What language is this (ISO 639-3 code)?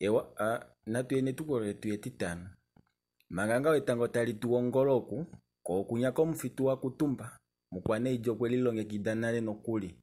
kua